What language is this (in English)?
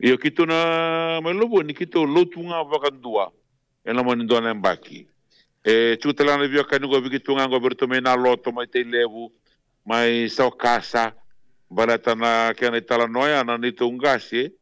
Fijian